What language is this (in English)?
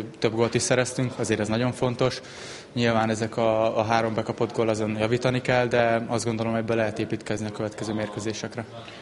Hungarian